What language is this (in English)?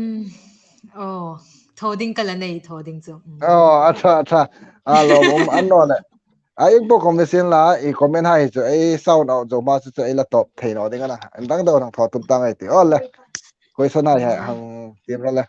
Hmar